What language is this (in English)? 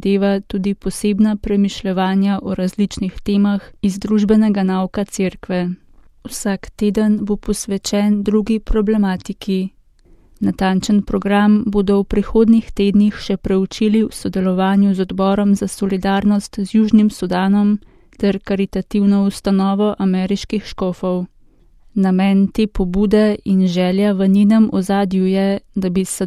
Slovenian